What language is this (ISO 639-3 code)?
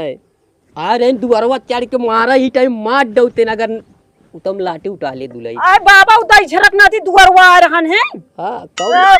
awa